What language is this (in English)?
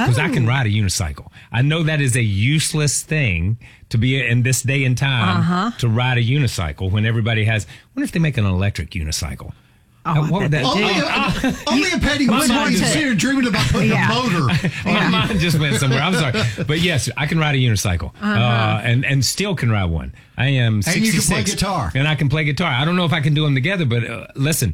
English